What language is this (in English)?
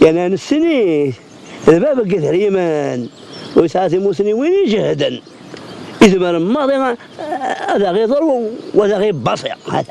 Kabyle